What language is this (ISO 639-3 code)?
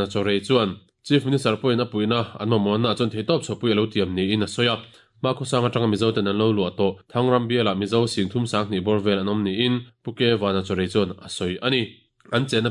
lus